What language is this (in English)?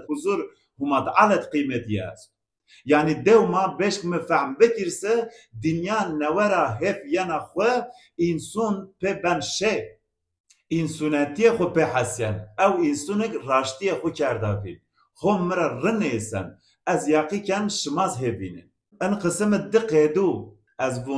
Zaza